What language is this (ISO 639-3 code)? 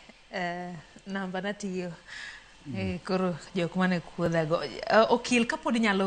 luo